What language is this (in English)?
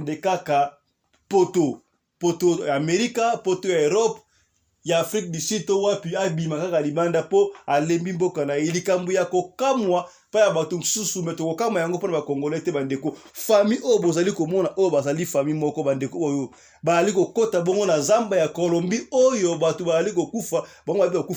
Lingala